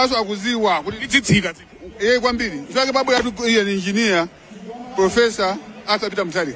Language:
Nyanja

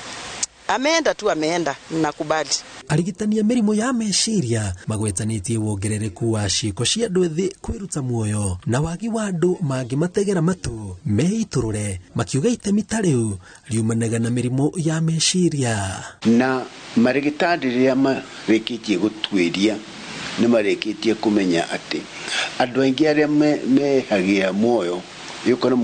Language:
Kikuyu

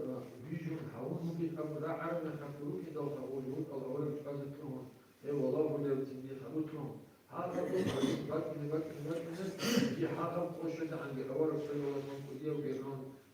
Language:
Avaric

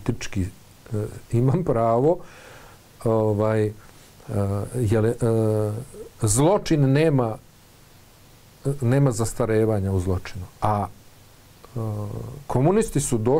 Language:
Bosnian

